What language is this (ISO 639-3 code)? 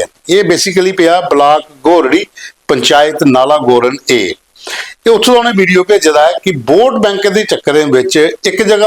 doi